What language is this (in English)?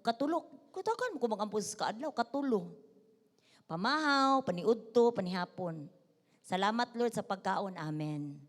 Cebuano